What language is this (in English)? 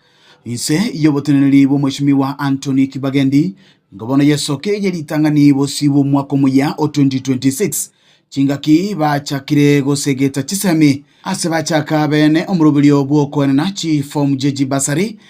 Gusii